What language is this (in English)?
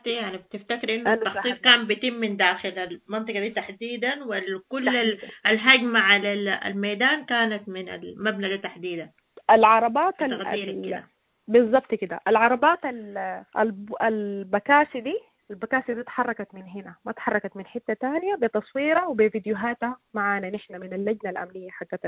Sudanese Arabic